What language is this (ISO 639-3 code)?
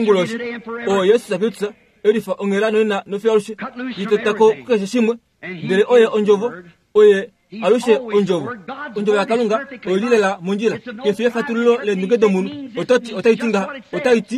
kua